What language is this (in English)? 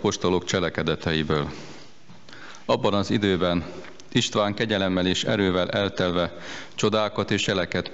Hungarian